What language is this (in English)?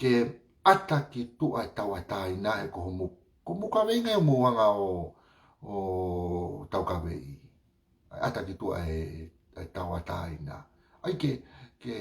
Tongan